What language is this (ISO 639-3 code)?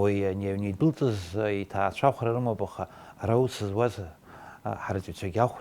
abk